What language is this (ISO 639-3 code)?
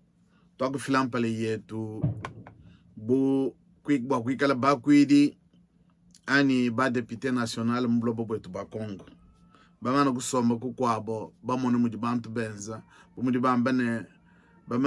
lua